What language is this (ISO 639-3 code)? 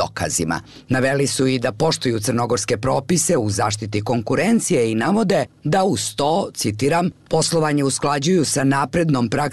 bos